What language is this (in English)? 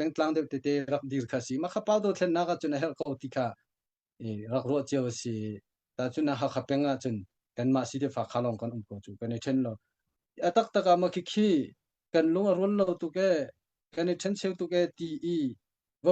Hakha Chin